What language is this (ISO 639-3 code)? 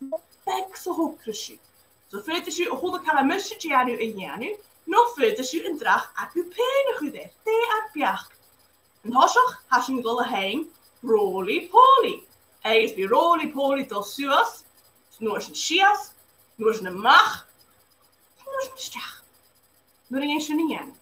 gla